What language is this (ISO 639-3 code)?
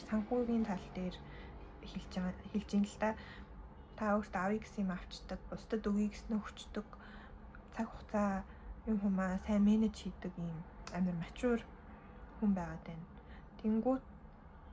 mon